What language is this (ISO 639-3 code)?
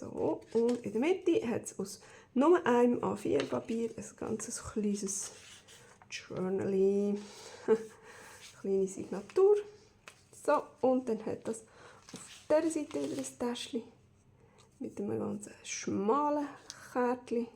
gsw